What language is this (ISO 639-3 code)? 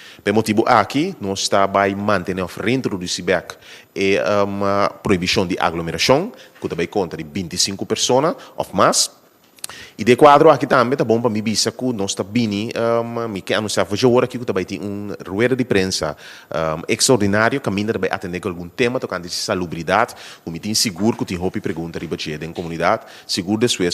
pap